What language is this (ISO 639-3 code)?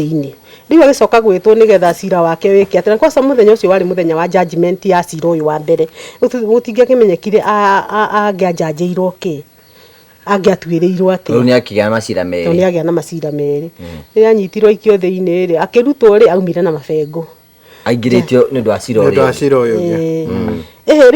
kik